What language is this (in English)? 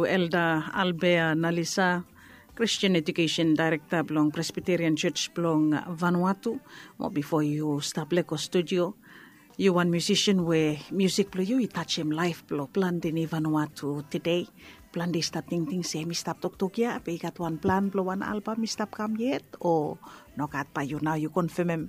Bislama